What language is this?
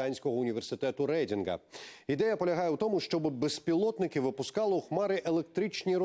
Ukrainian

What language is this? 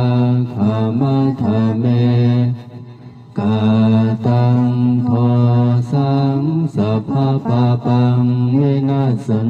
Pali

